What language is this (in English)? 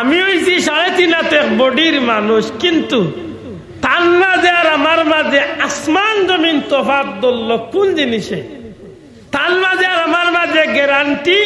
Sylheti